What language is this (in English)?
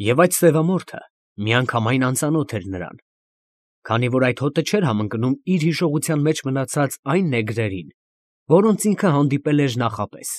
Armenian